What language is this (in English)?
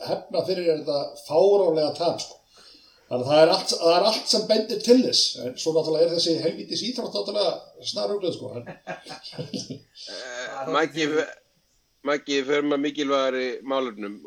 Icelandic